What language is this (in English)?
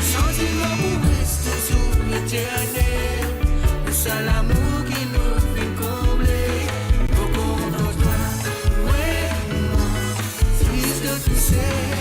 Morisyen